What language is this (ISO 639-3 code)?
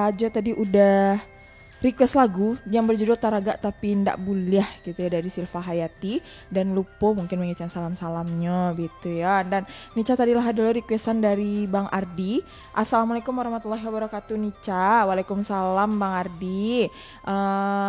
min